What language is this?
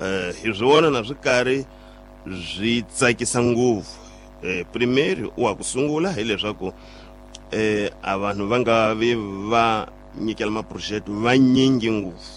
Tsonga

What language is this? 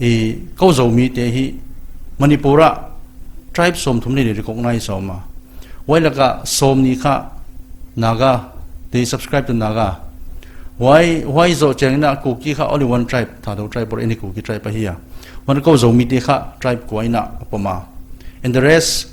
Paite Chin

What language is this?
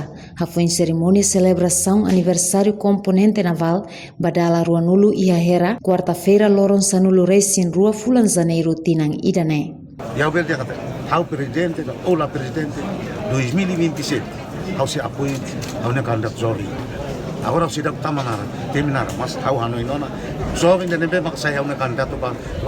Tetum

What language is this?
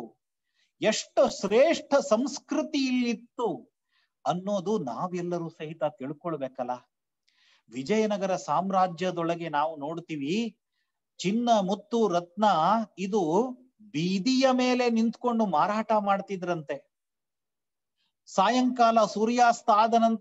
Kannada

